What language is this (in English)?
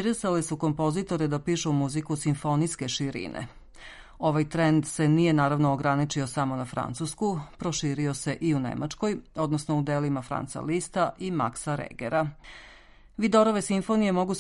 Serbian